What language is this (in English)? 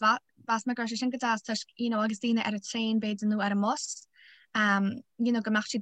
Irish